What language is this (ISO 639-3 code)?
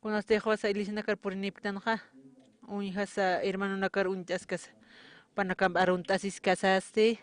aym